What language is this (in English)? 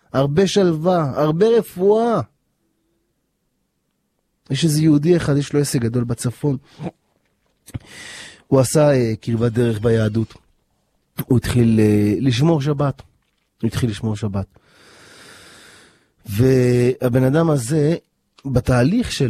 Hebrew